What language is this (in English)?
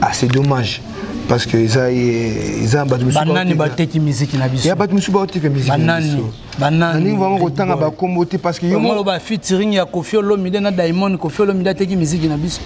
Lingala